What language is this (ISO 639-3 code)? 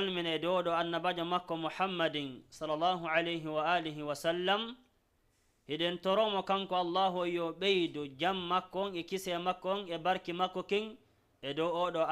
ful